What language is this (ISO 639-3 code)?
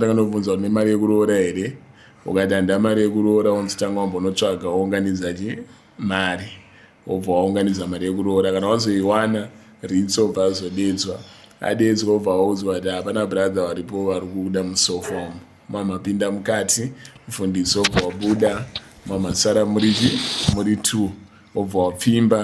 sna